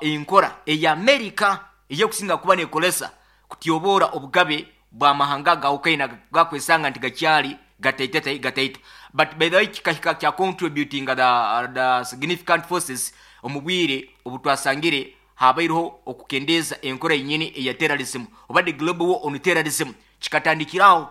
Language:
Nyankole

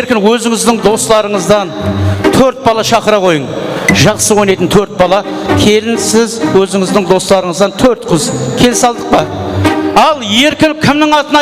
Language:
Kara-Kalpak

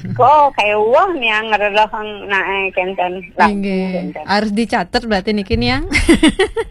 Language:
Balinese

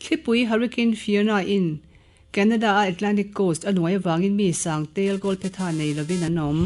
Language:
Mizo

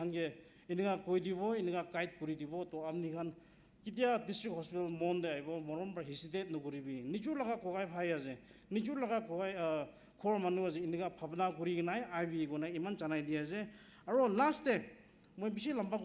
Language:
Naga Pidgin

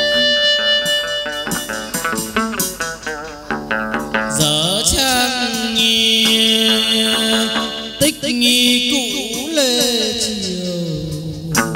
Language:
Vietnamese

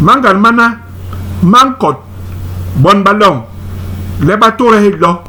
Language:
Basaa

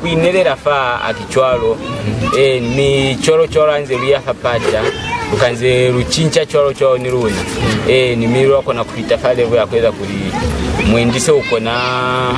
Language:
Lozi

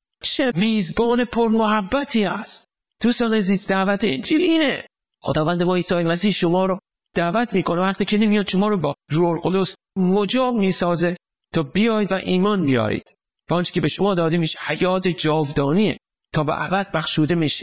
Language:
Persian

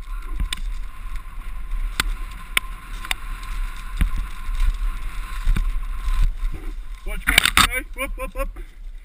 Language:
Slovak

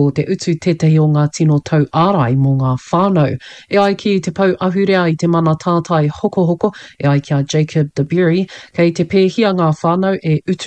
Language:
Māori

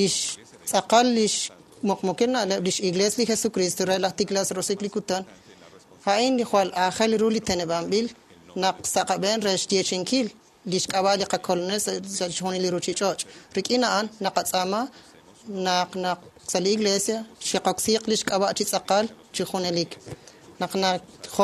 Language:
Kekchí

